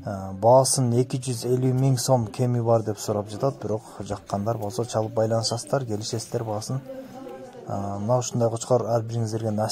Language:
Kyrgyz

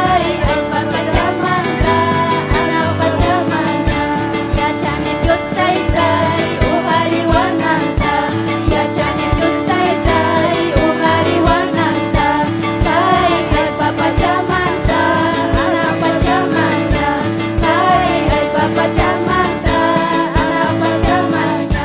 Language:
Ayacucho Quechua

